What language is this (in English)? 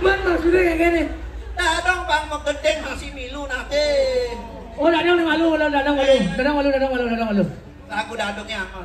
Balinese